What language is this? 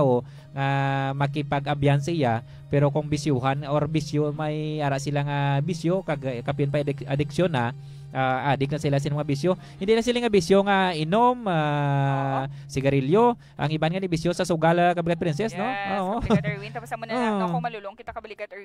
Hiligaynon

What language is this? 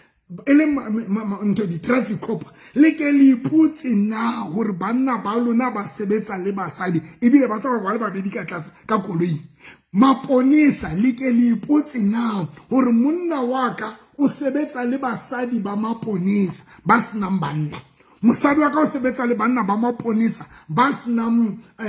Southern Sotho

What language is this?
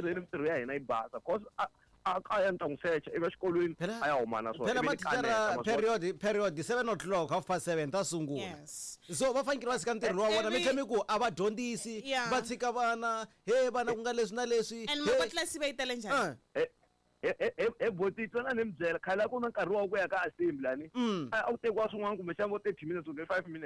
Tsonga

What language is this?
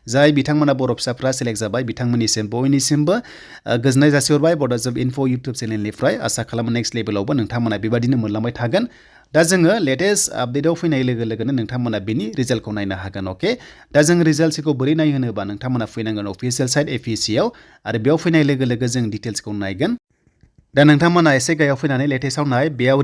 Bodo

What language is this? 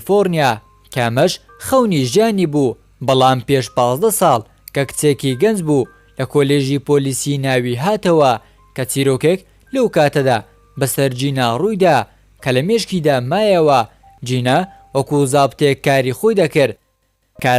Central Kurdish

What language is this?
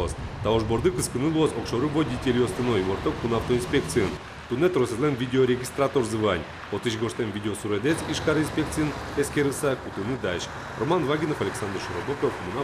Udmurt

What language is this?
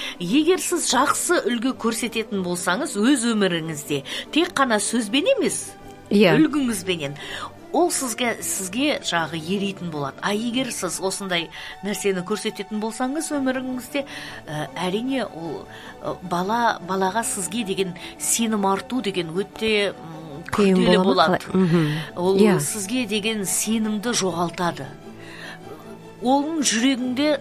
Kazakh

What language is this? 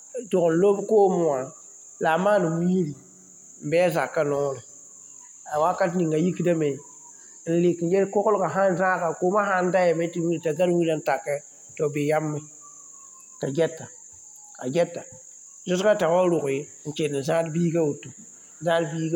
Mossi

